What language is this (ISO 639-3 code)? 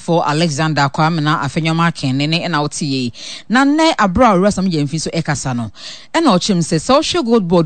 aka